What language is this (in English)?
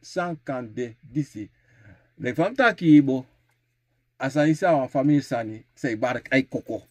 Sranan Tongo